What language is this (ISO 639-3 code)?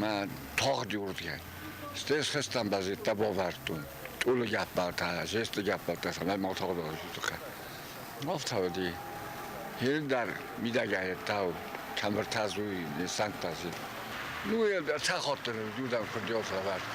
oss